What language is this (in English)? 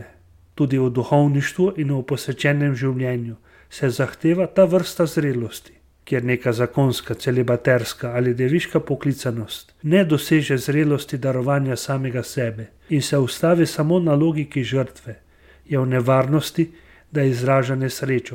Slovenian